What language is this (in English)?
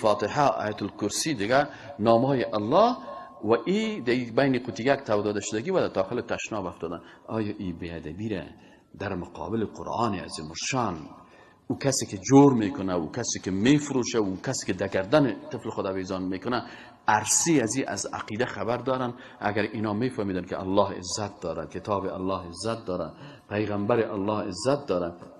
Persian